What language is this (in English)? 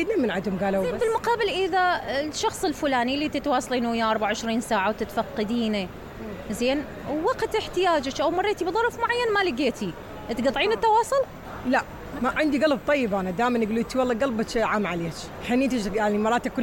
Mesopotamian Arabic